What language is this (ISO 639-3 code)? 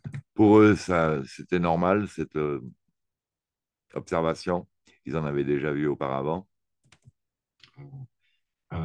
fra